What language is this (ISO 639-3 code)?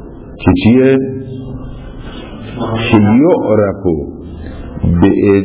fas